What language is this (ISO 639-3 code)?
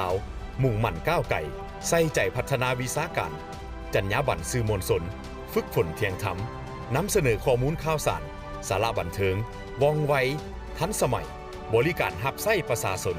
lao